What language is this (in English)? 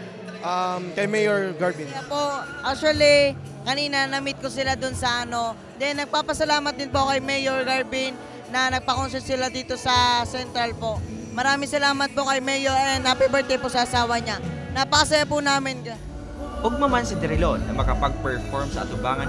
Bikol